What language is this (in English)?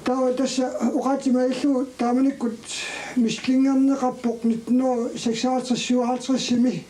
Kalaallisut